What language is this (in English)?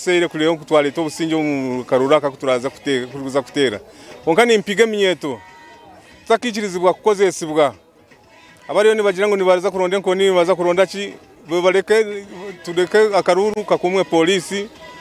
Nyankole